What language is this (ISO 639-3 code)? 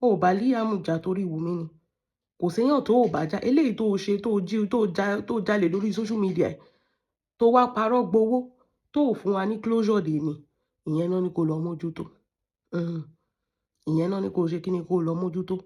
yor